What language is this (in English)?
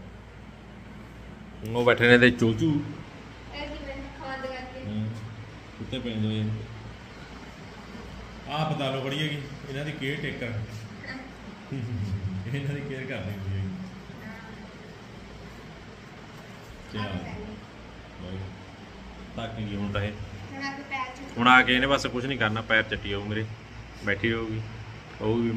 Punjabi